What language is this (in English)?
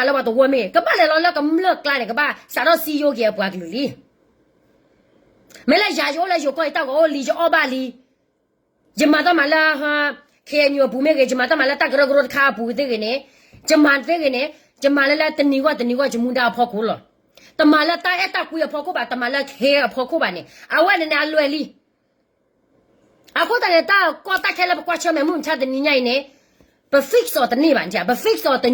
S'gaw Karen